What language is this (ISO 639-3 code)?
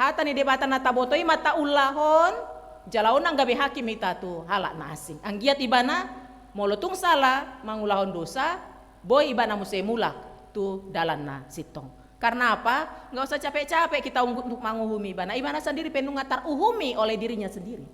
bbc